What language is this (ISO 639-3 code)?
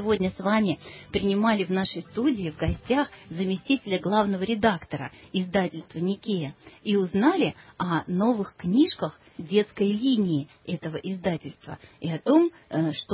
rus